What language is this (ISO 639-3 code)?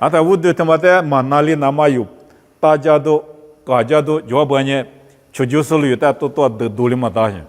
lis